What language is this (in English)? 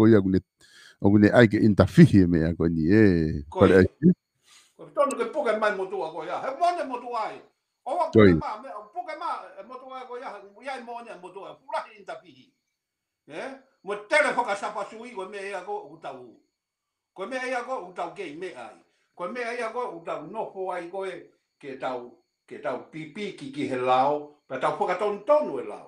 Tongan